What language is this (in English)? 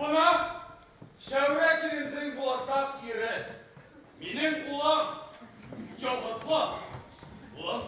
Bashkir